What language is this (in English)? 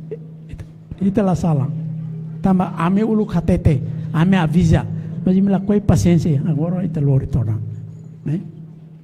Tetum